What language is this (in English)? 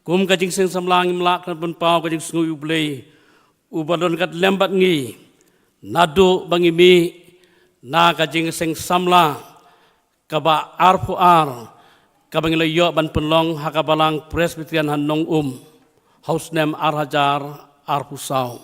Khasi